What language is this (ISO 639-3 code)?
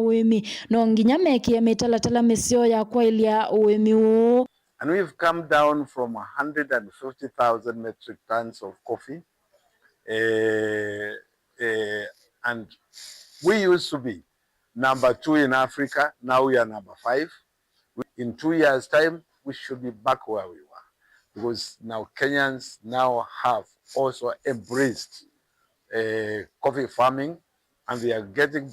kam